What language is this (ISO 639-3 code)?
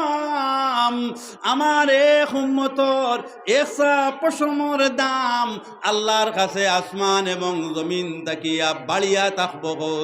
syl